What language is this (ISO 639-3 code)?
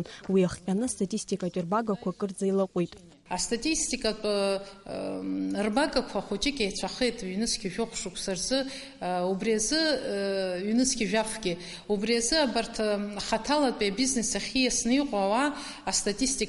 abk